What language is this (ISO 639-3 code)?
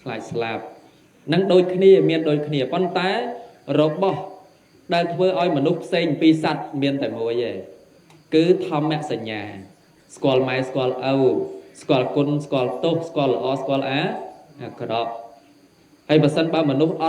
khm